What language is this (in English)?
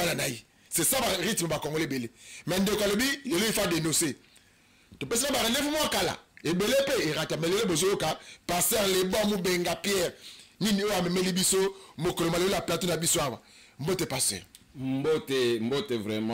Lingala